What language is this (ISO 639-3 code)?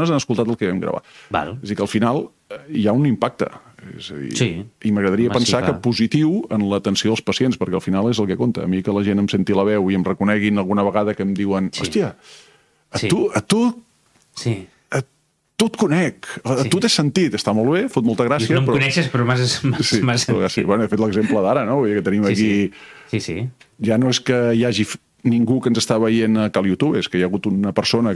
cat